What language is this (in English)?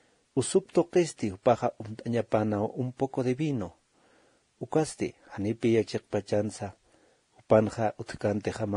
Aymara